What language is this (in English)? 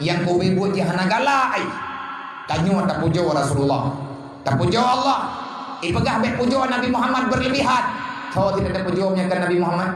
Achinese